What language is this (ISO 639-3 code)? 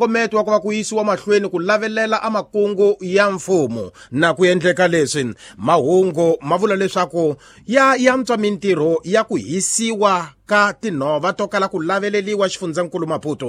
tso